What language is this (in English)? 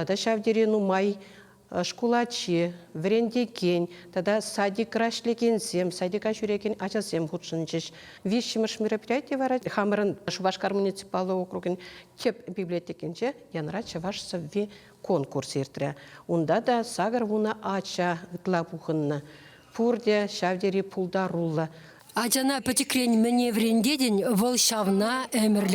Chuvash